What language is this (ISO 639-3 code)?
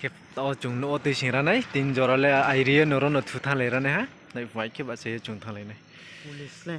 ria